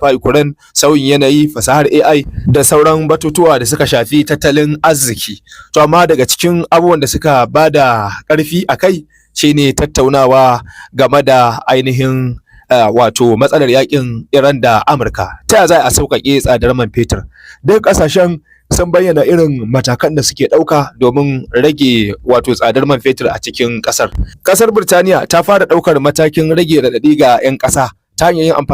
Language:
Hausa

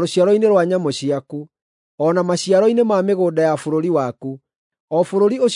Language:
Kikuyu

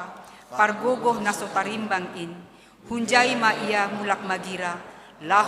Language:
Batak Simalungun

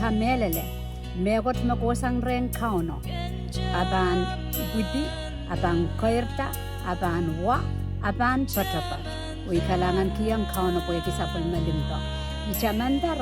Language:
Pohnpeian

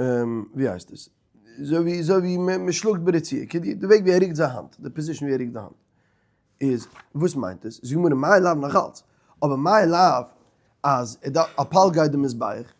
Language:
Yiddish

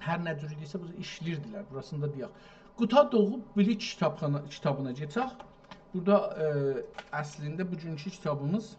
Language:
South Azerbaijani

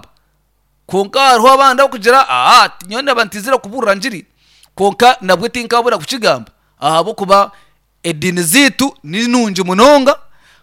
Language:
Nyankole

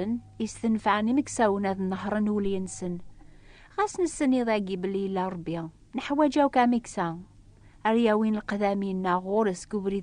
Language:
Kabyle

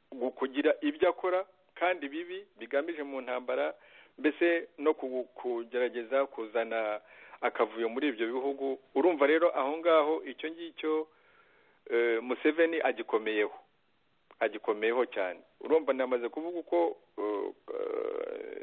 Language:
Kinyarwanda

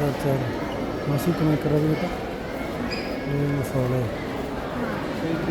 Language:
Baluchi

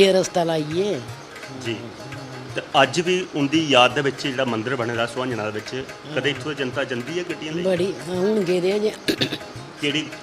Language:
Dogri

